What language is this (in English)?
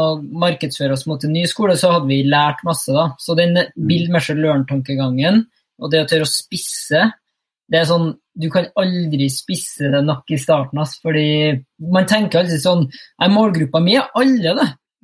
Norwegian